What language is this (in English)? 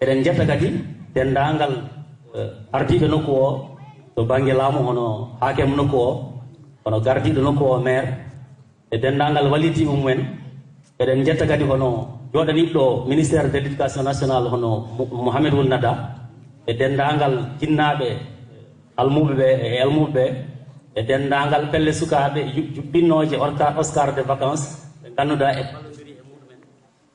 Fula